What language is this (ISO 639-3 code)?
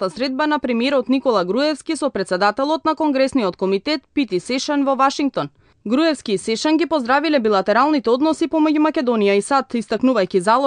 mkd